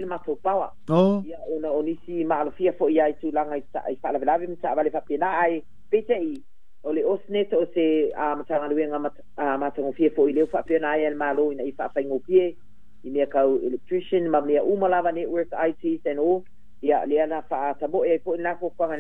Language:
Samoan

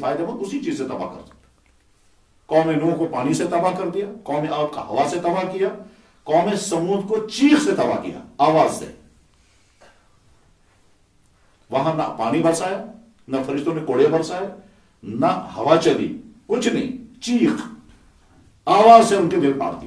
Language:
Urdu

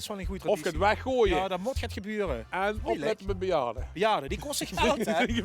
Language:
Limburgish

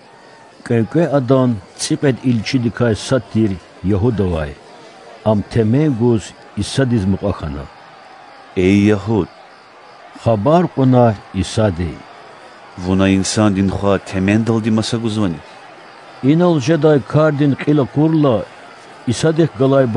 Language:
Lezghian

